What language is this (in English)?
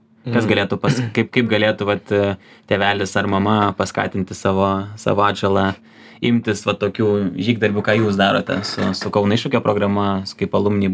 Lithuanian